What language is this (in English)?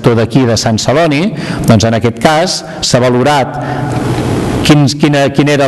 Catalan